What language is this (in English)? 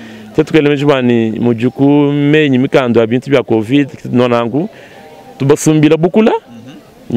Luba-Lulua